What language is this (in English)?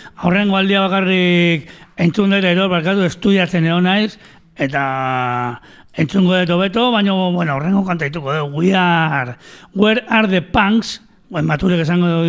Basque